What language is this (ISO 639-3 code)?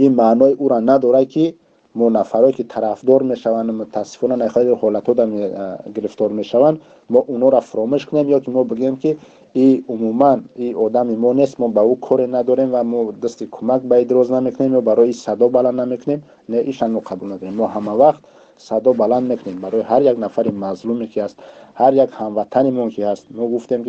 tgk